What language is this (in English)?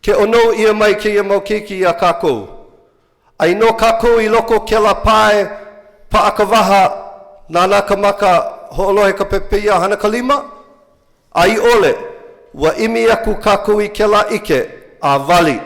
Hawaiian